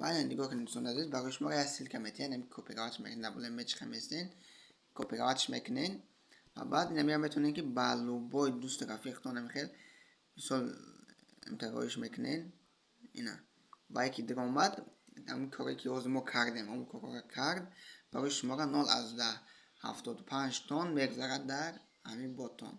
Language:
Tajik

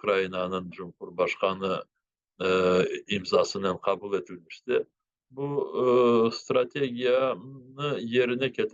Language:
Crimean Tatar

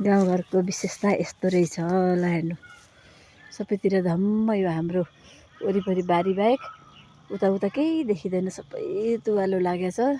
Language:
Nepali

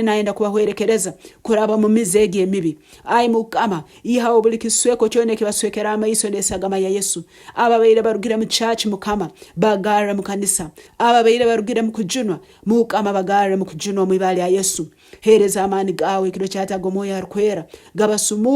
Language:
Nyankole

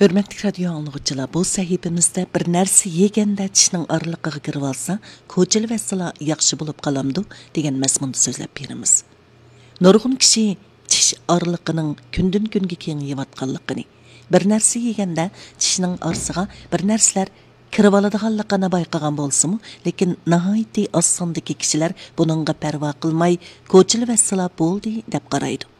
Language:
Uyghur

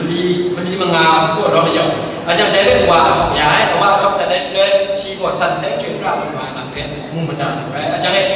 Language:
Kachin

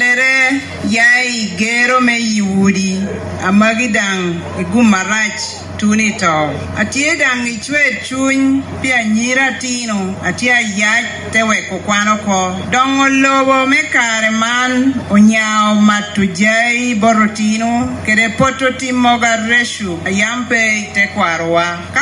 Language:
Lango (Uganda)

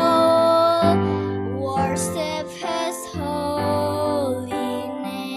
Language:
Batak Simalungun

